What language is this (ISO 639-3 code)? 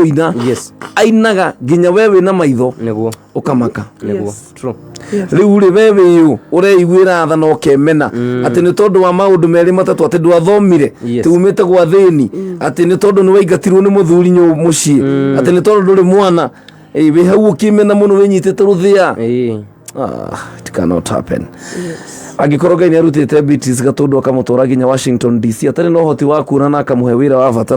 kik